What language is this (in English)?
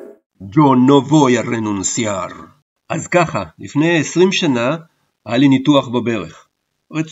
Hebrew